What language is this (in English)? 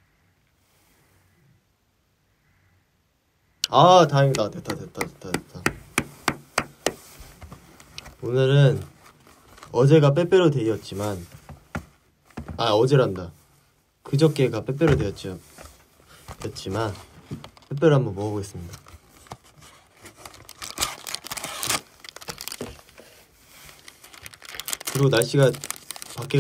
Korean